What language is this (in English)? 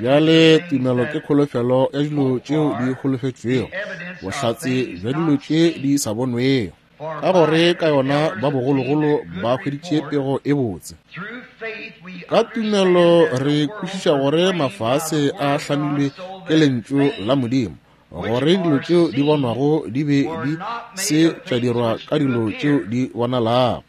Northern Sotho